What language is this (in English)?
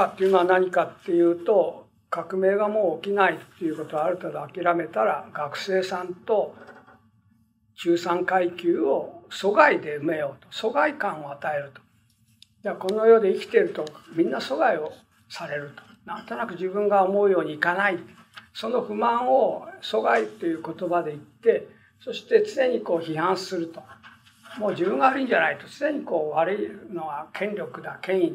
Japanese